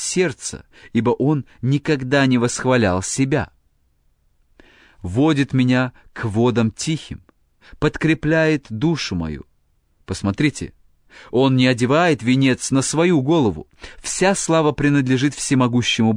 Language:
Russian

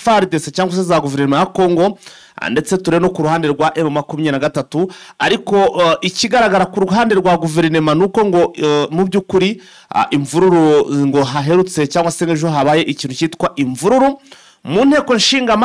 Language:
Kinyarwanda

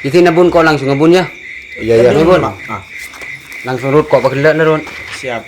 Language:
Madurese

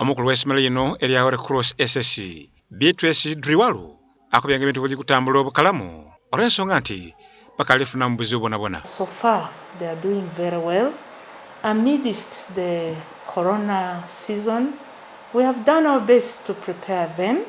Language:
Soga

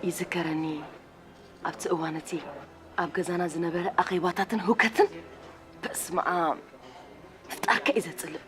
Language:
Tigrinya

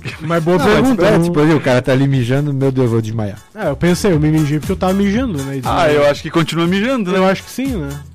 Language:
Portuguese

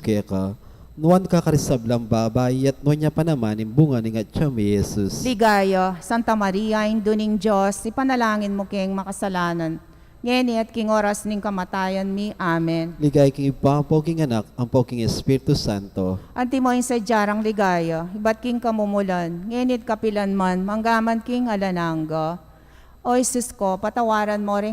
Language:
Pampanga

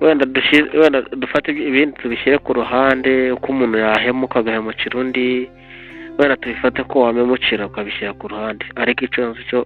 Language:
Kinyarwanda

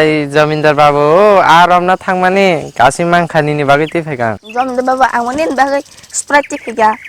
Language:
Kok Borok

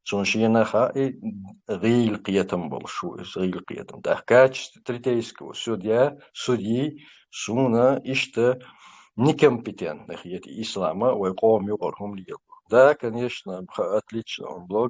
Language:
Chechen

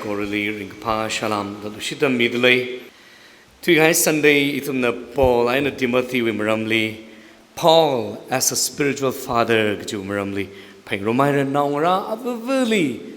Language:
Tangkhul Naga (India)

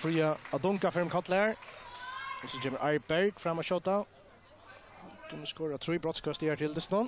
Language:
Faroese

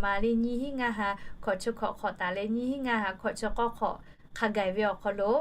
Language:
Lahu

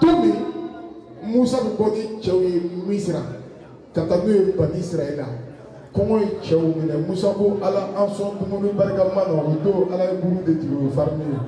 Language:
Bambara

